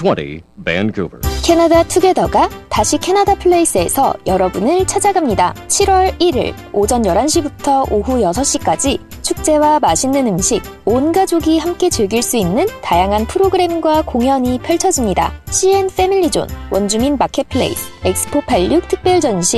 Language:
Korean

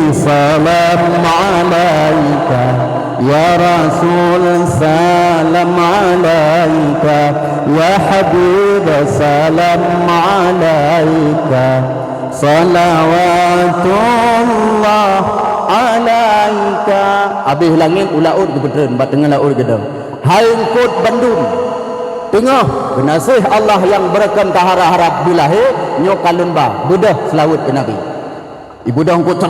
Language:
Achinese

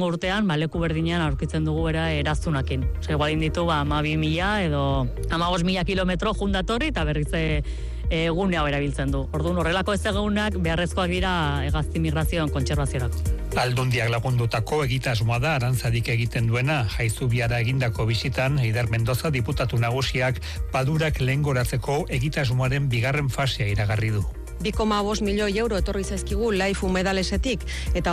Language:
Basque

